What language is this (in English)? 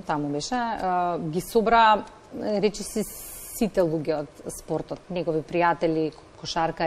Macedonian